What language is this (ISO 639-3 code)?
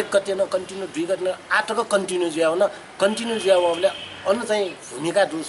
new